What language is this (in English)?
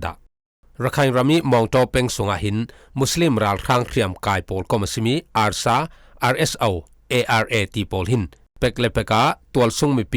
Falam Chin